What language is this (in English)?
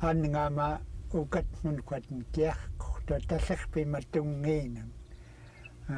Central Yupik